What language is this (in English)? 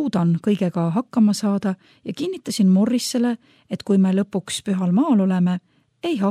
Estonian